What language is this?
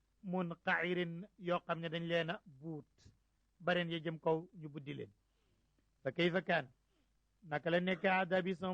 Wolof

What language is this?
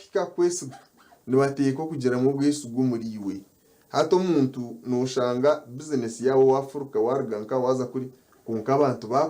Nyankole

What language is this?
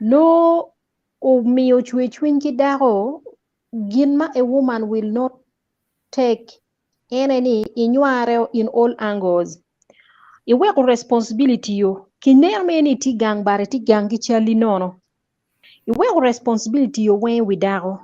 Acoli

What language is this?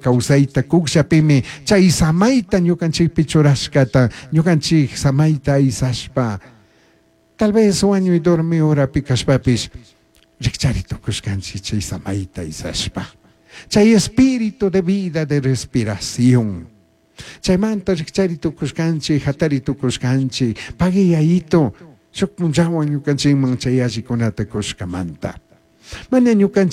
Chimborazo Highland Quichua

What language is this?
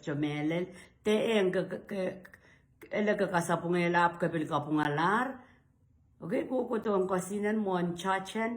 Pohnpeian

